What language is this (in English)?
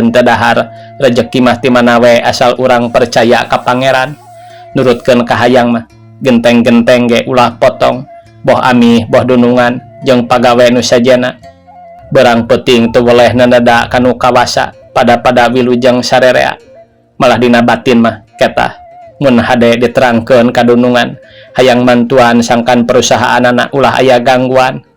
Sundanese